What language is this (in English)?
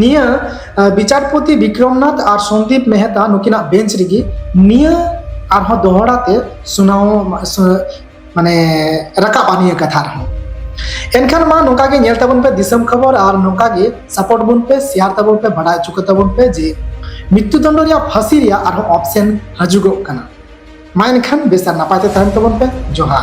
Santali